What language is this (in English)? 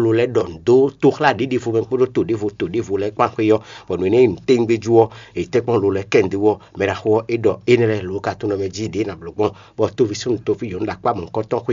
Fon